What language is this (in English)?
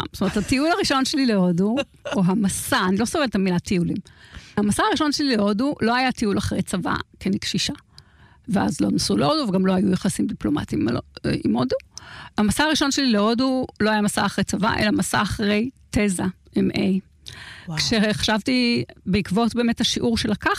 Hebrew